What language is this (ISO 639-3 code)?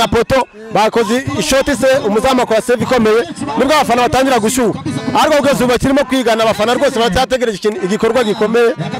kin